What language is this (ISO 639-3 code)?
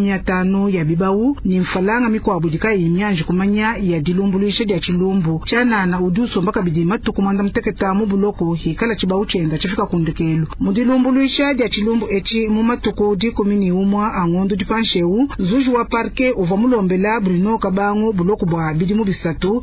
lua